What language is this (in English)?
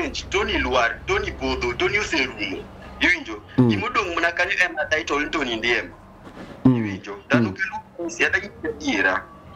Luo (Kenya and Tanzania)